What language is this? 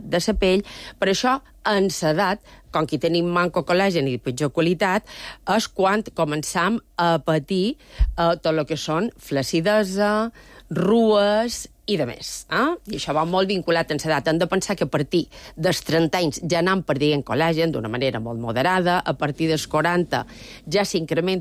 Catalan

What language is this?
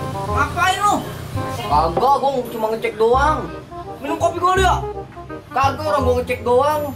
Betawi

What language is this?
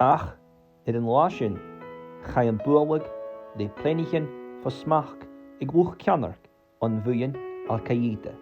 Scottish Gaelic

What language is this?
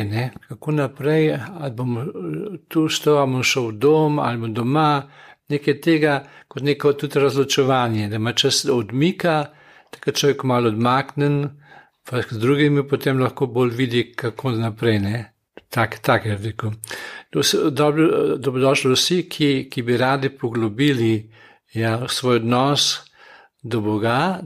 Slovenian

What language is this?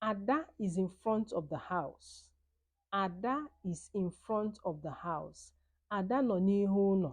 Igbo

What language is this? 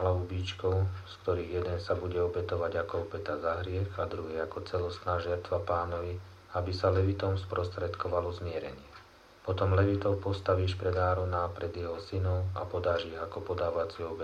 Slovak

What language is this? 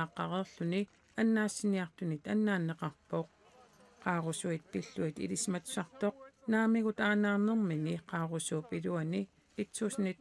Kalaallisut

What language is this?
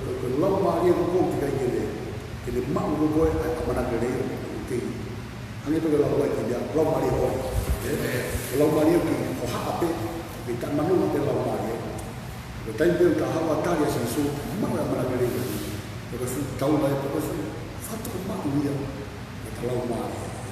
Tongan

